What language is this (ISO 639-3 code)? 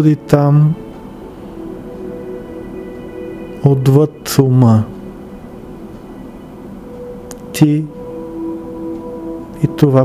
bul